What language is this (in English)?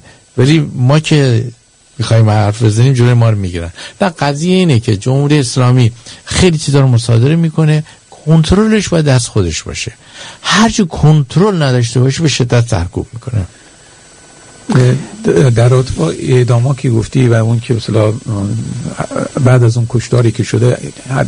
Persian